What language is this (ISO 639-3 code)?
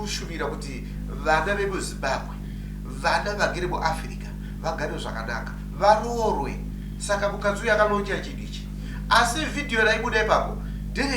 sna